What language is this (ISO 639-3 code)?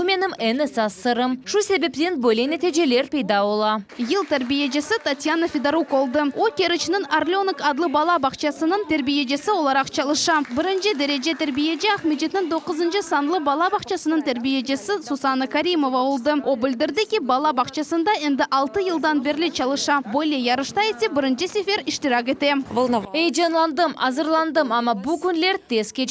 crh